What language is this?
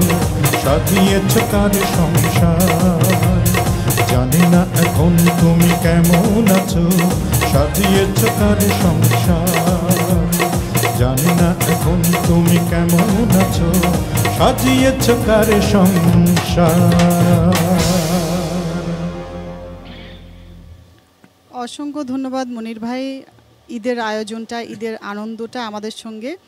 Bangla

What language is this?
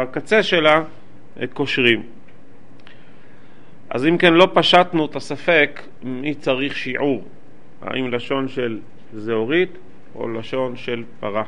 Hebrew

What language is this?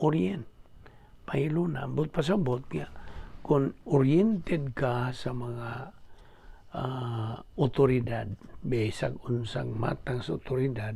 Cebuano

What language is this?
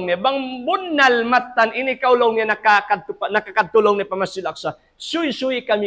Tausug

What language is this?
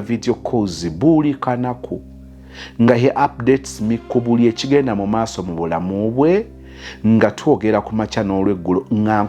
Ganda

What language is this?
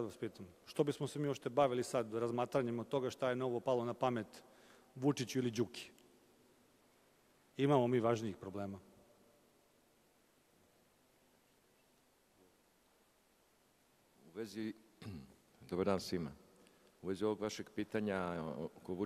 Serbian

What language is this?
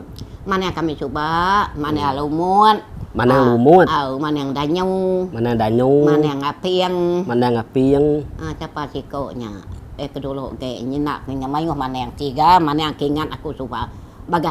Iban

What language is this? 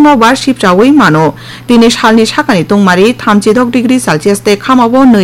Kok Borok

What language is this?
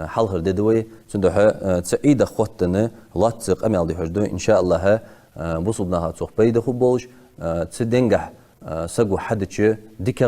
Ingush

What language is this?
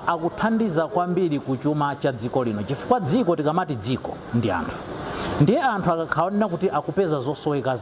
Nyanja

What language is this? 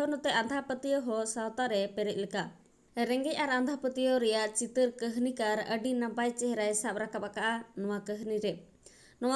Santali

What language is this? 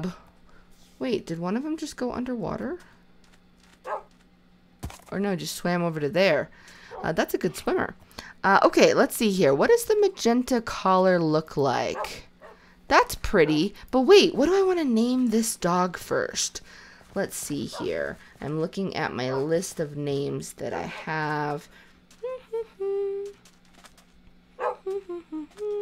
English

